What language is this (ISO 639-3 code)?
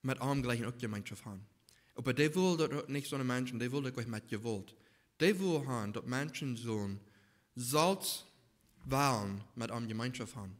pdt